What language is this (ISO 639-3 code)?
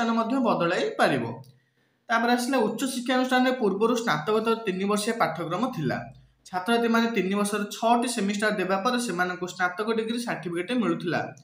ori